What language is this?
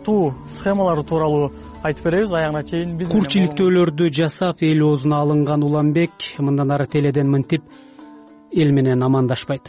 Kyrgyz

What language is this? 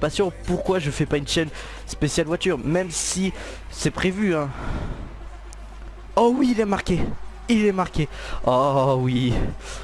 French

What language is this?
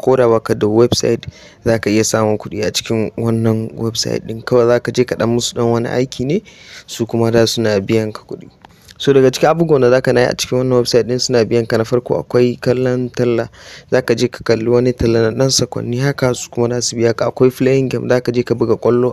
Hausa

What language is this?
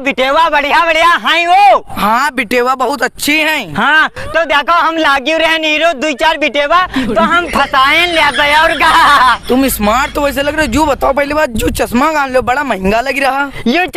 Awadhi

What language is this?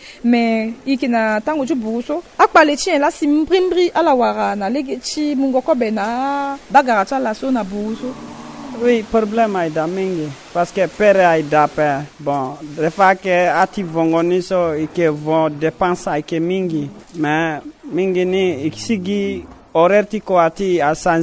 Sango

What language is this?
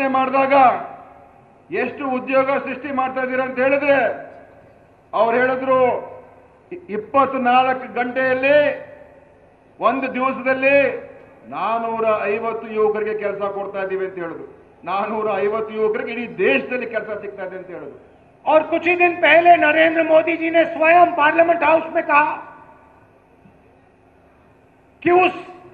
Kannada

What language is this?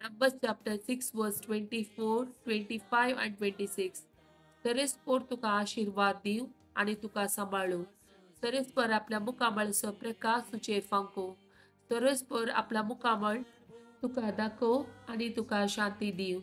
Konkani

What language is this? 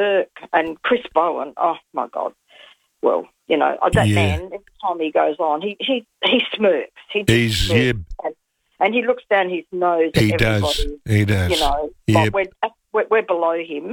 English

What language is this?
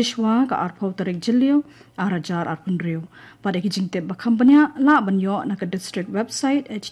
Khasi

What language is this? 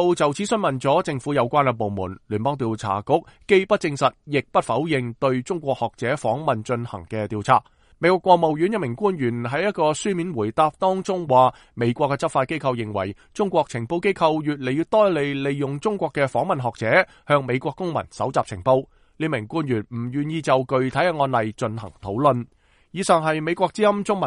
Cantonese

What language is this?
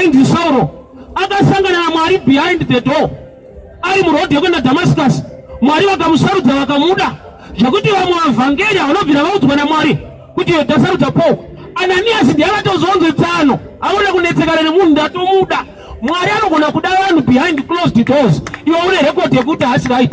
Shona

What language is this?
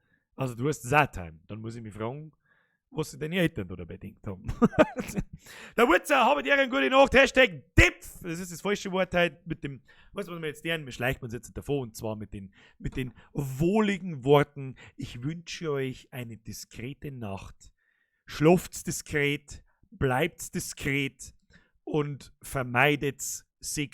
Bavarian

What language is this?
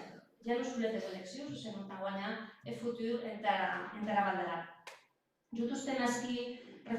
Occitan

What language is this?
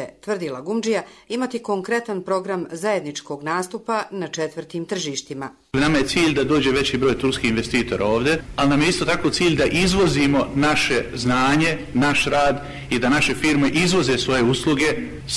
Bosnian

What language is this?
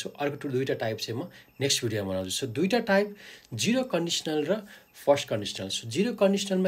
Nepali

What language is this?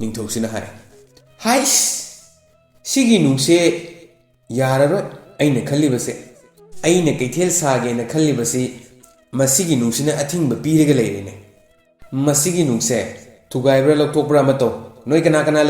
Manipuri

